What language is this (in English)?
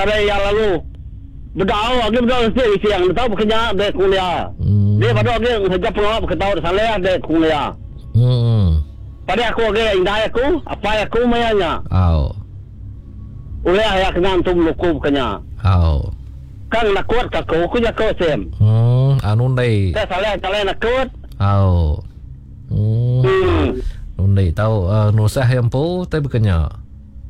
Iban